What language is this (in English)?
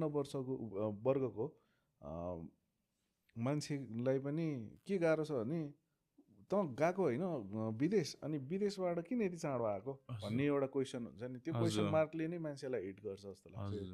Nepali